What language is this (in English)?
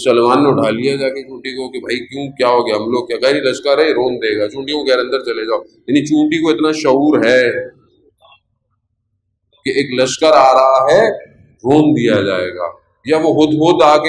Urdu